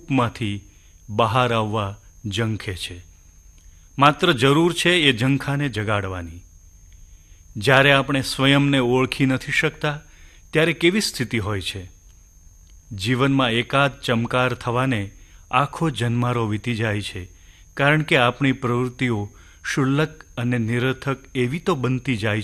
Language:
Gujarati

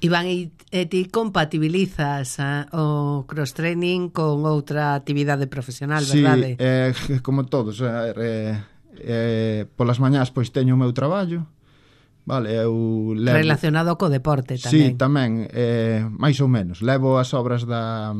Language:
Galician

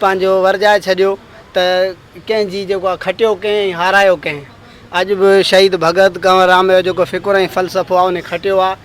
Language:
Sindhi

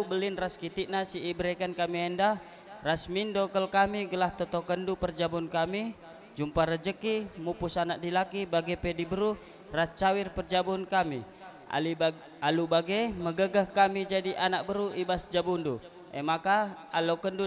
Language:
Batak Karo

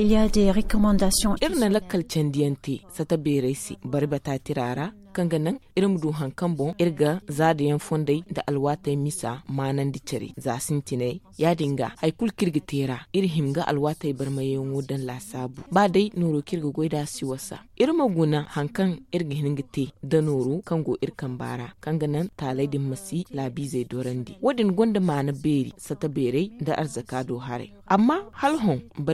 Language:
Zarma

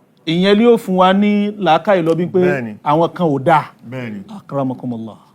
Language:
Yoruba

